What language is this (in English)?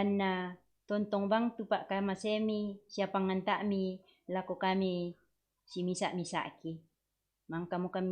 Toraja-Sa'dan